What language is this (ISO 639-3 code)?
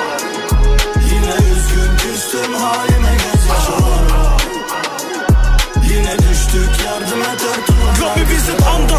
tur